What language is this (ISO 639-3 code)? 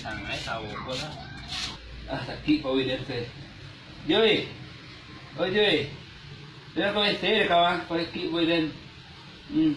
min